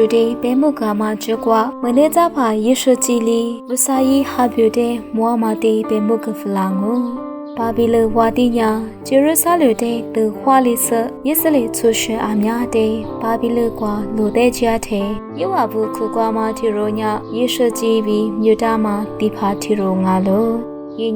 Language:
Lisu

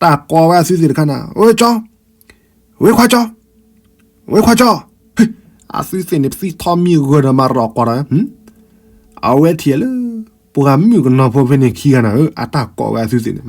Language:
S'gaw Karen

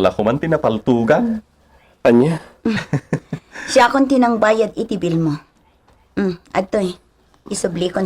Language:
Iloko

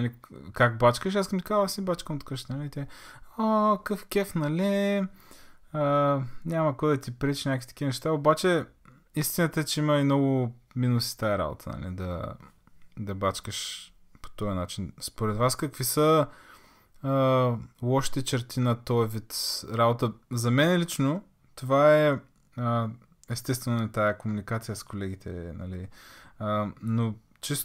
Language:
Bulgarian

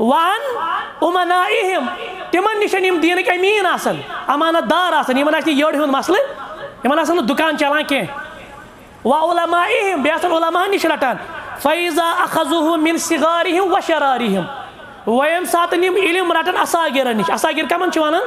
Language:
Kashmiri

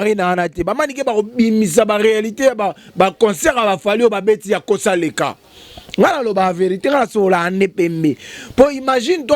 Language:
Lingala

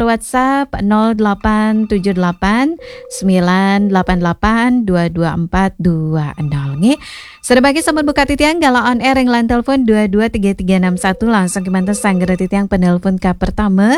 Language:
Balinese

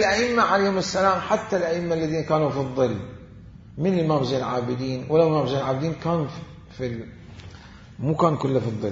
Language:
Mesopotamian Arabic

